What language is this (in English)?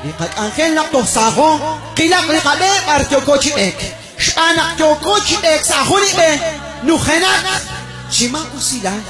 Kekchí